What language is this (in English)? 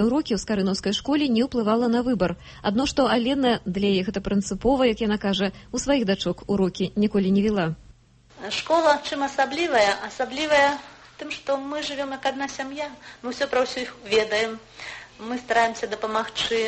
Belarusian